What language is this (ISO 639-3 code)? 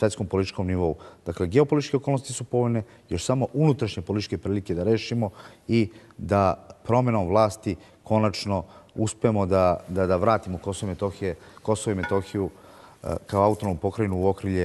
srp